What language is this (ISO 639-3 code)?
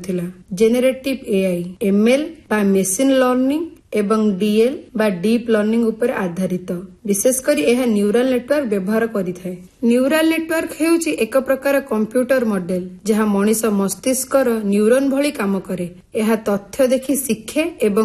ori